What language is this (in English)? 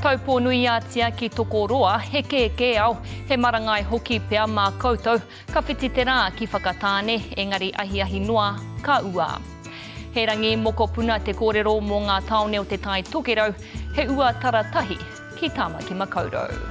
Māori